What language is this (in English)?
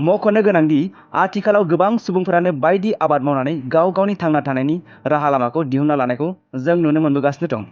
Bodo